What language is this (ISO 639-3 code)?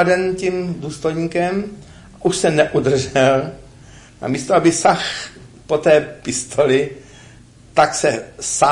ces